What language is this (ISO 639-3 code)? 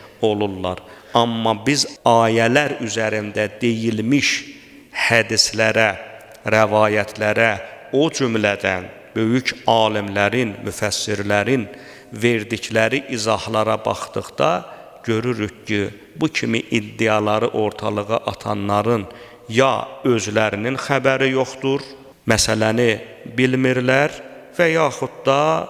aze